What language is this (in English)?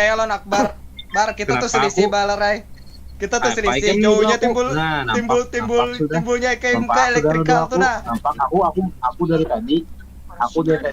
Banjar